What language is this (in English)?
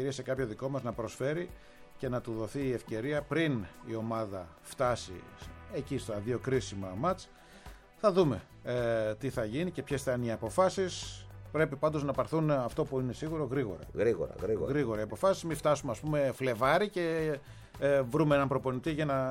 Greek